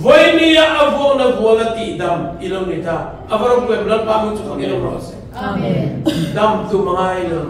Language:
Mizo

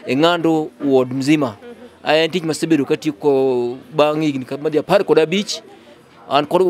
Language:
Luo (Kenya and Tanzania)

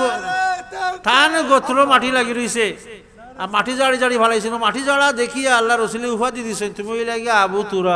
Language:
Sylheti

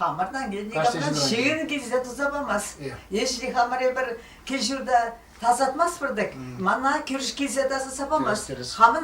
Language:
Chuvash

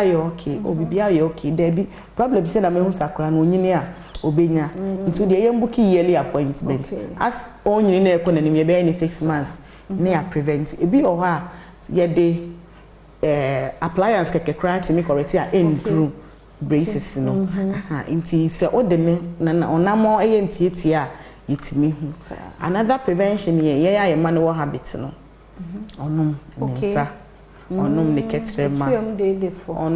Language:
Akan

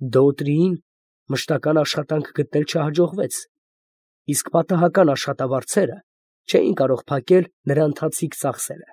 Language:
Armenian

